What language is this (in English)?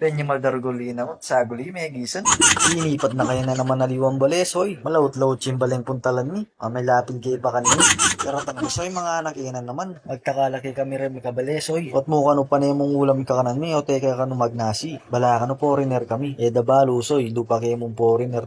Pampanga